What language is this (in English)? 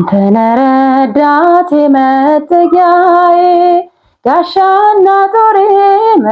Amharic